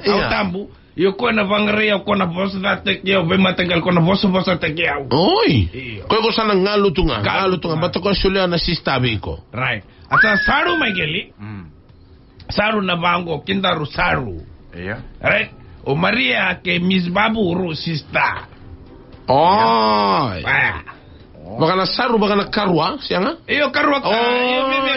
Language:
Fijian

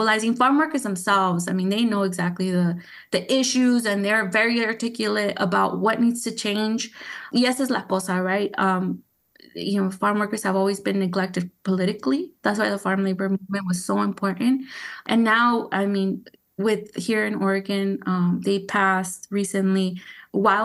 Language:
English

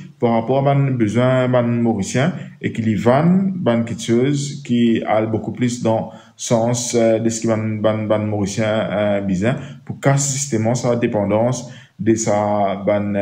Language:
Morisyen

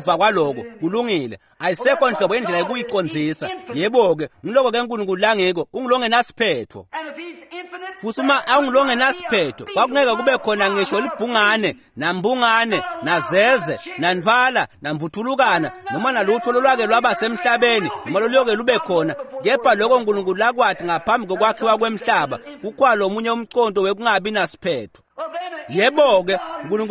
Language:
Swati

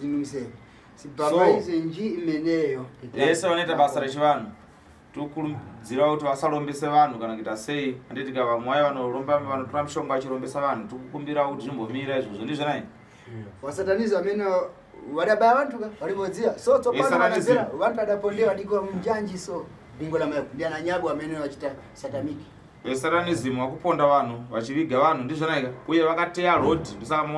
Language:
Shona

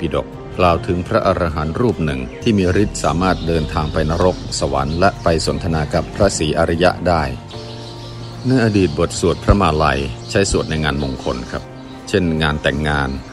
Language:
Thai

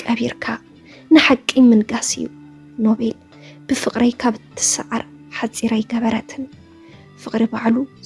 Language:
Tigrinya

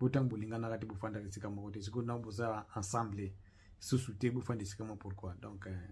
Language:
Lingala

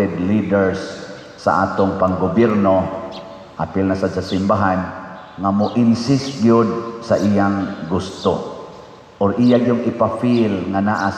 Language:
Cebuano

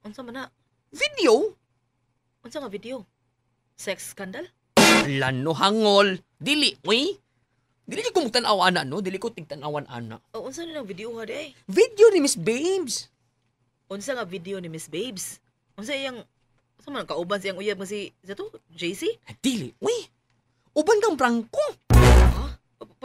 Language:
Cebuano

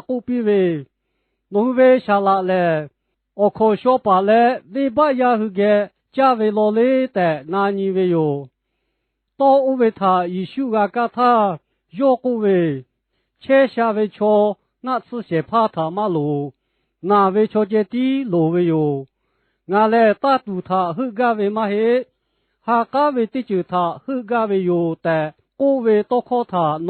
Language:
Lahu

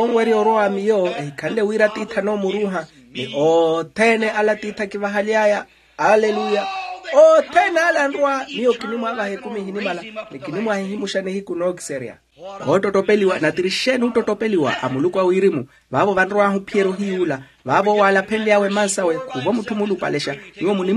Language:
Makhuwa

